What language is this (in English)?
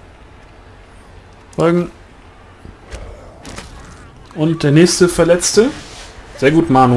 German